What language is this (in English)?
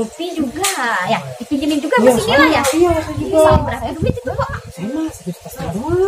Betawi